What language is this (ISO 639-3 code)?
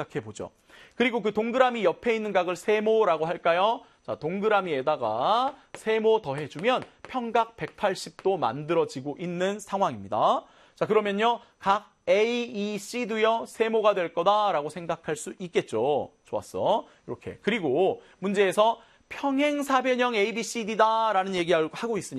kor